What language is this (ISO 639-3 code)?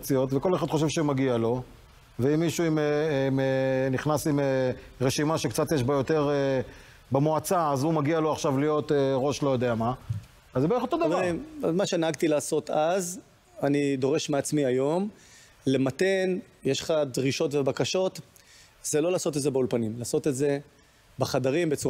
heb